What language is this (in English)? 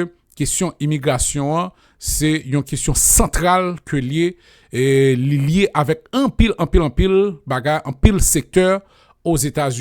Haitian Creole